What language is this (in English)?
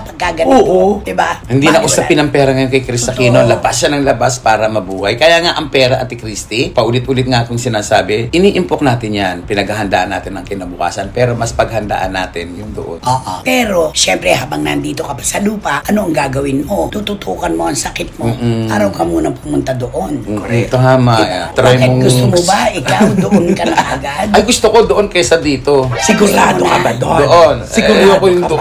Filipino